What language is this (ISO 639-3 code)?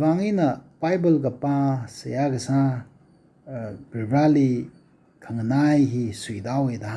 nmf